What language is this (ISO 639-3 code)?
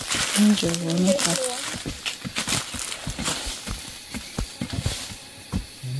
vie